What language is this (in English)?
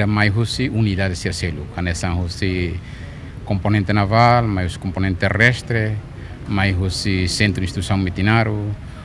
Tetum